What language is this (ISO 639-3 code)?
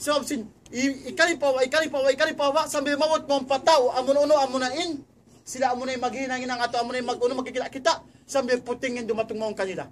tsg